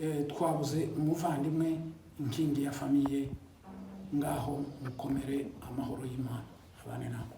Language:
Kinyarwanda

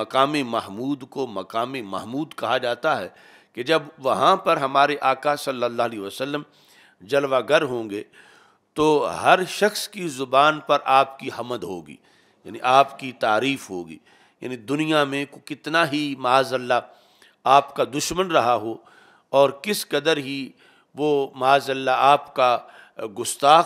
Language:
Urdu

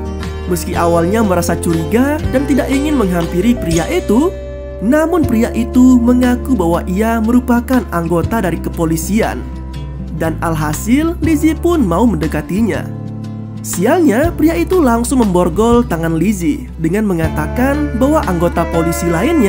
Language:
Indonesian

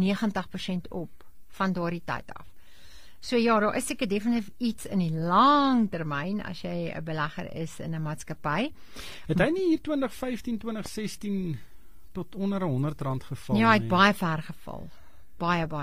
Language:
Afrikaans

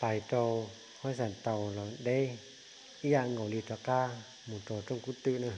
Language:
Hmong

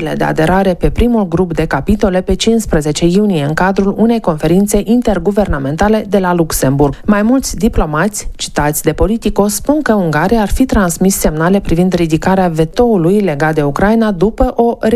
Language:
Romanian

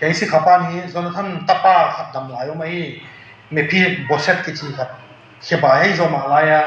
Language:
Tedim Chin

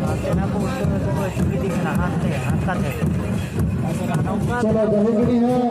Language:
Santali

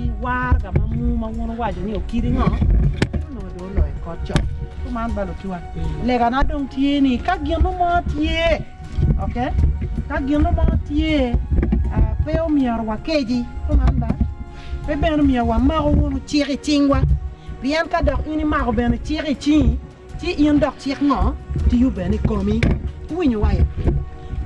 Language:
Acoli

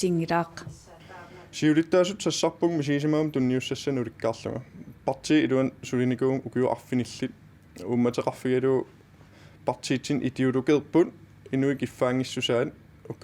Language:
Kalaallisut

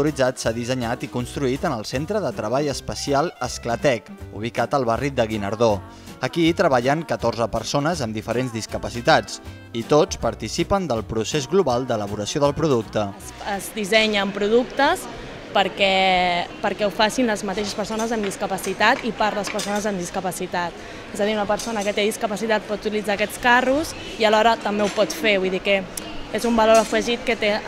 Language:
Catalan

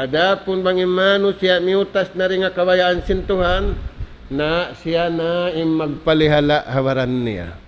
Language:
Tausug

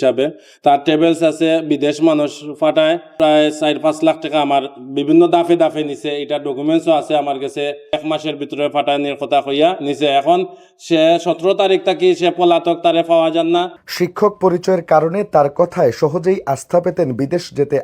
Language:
Sylheti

